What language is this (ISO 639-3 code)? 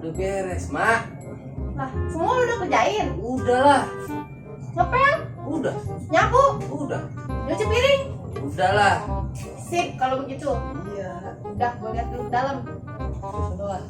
bew